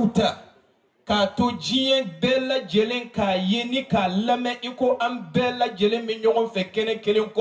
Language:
Bambara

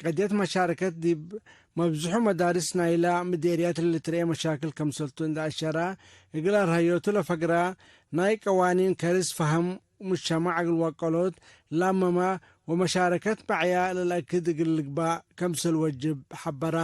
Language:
Tigre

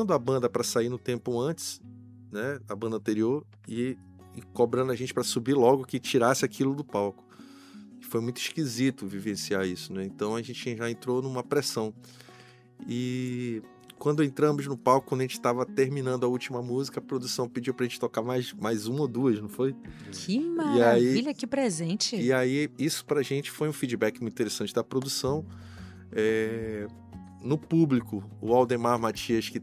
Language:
Portuguese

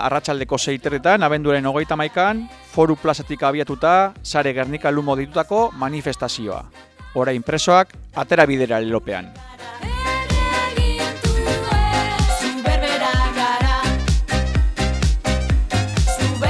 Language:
Basque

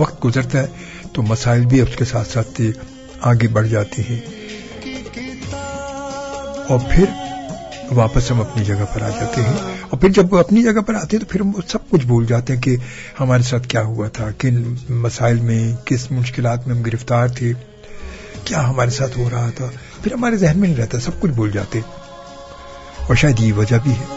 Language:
Urdu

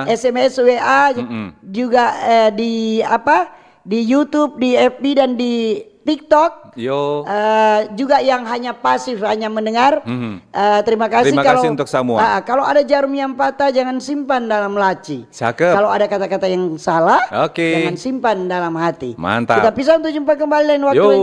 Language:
Manado Malay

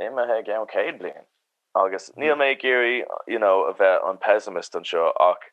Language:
Irish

